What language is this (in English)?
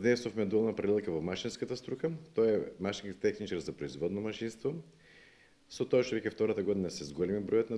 Macedonian